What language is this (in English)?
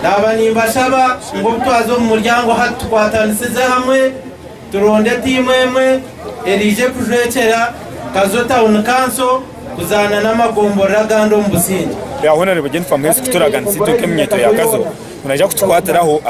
Nyankole